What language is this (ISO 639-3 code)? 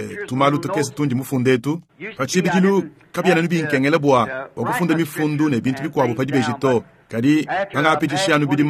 lua